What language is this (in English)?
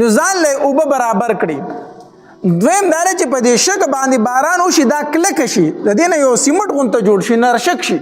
Pashto